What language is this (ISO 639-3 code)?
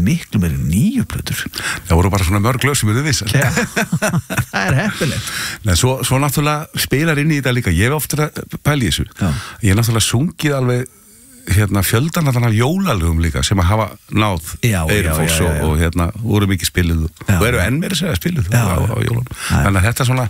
isl